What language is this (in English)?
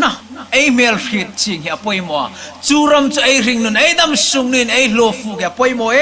Hmar